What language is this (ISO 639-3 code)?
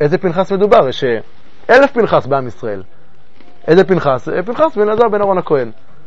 heb